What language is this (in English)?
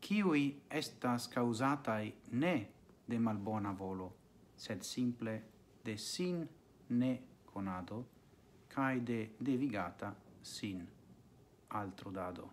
Esperanto